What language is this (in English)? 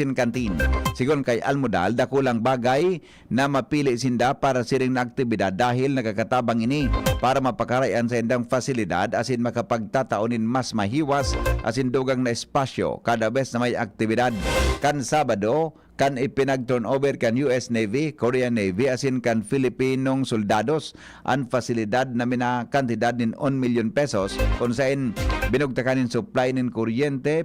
Bikol